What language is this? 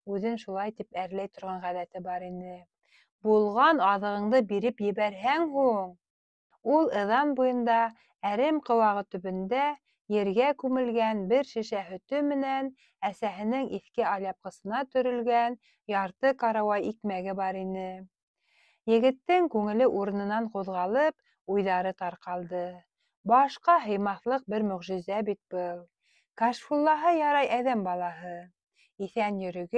Bashkir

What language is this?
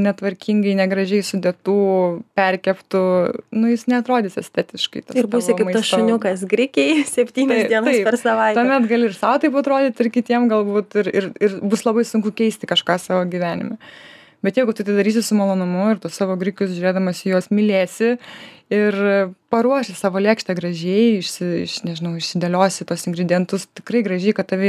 Lithuanian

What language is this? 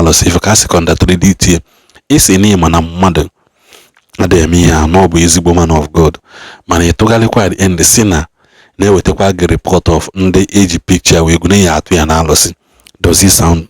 Igbo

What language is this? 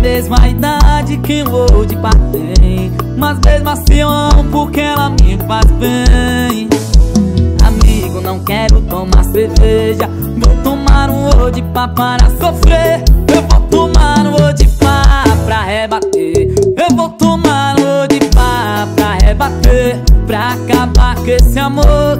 Portuguese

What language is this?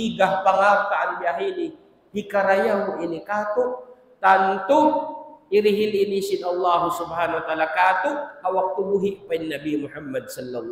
Tausug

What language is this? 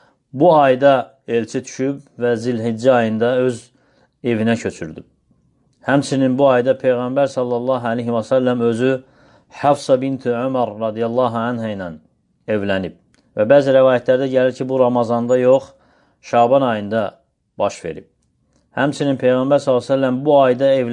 Azerbaijani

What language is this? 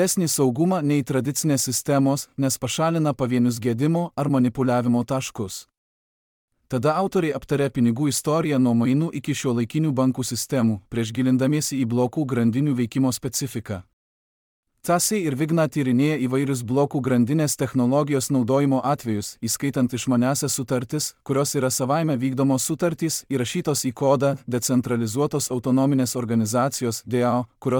Lithuanian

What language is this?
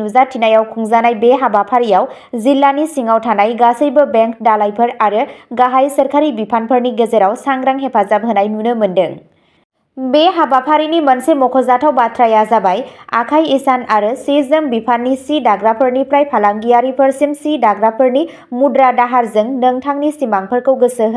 Bodo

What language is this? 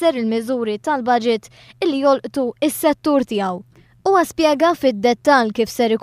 Maltese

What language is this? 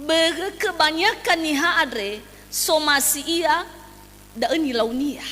Nias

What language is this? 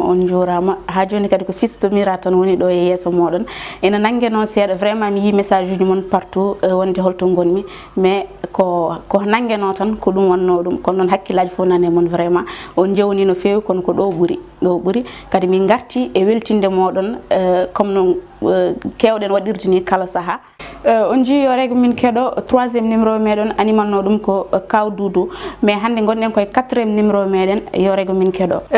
Fula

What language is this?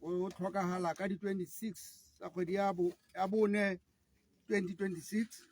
Tswana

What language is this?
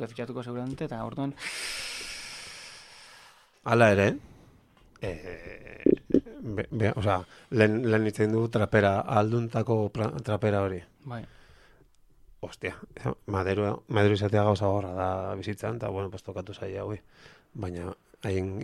Basque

